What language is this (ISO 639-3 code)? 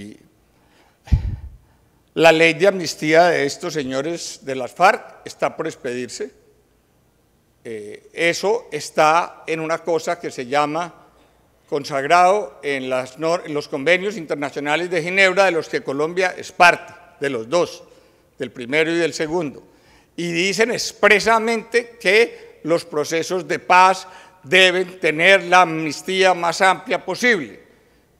spa